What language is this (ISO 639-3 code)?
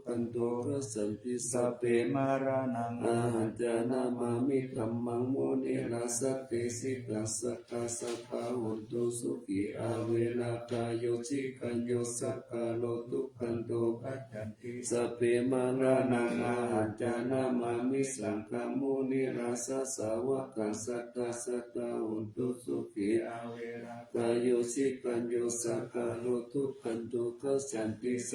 pli